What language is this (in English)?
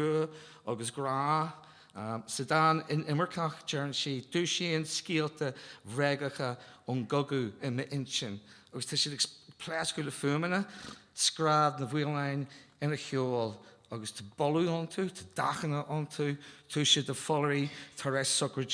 Irish